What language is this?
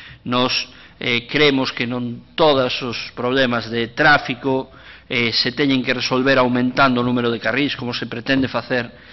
Galician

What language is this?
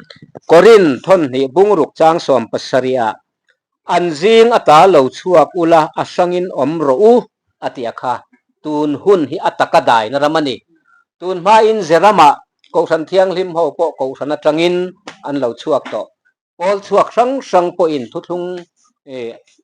Mizo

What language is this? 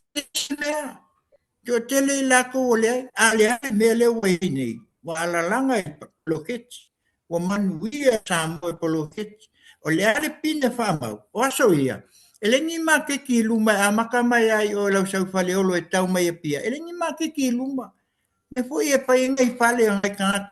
Samoan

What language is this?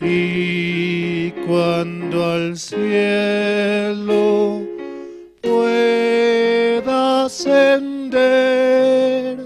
Aymara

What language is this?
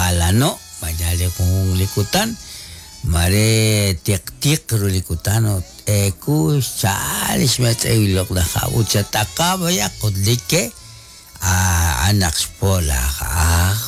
Kekchí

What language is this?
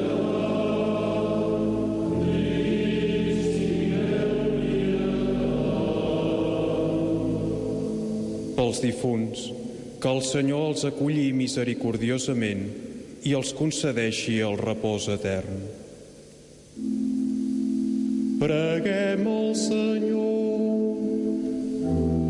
Catalan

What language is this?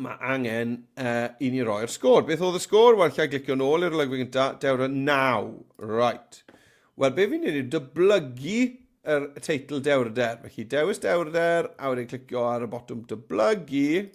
Welsh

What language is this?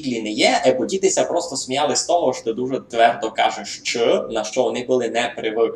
Rusyn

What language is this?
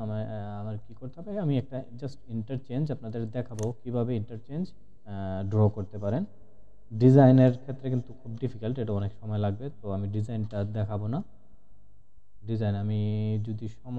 Bangla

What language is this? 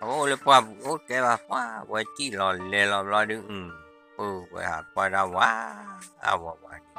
S'gaw Karen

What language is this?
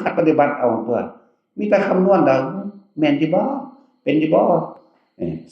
Northeastern Thai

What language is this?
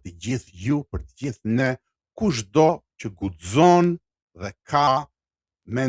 Albanian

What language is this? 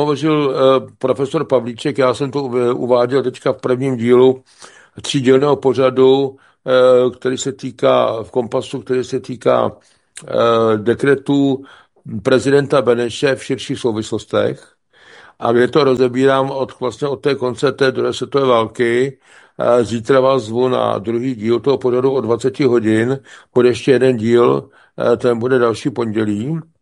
Czech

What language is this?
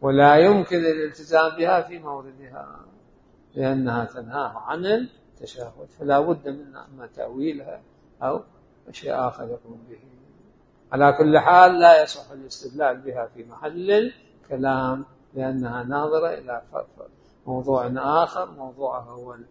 Mesopotamian Arabic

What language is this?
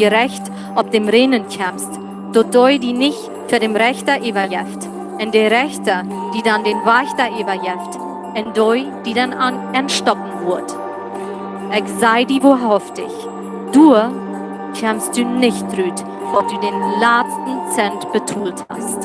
Plautdietsch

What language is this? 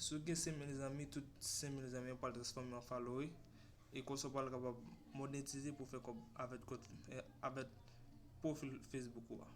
Haitian Creole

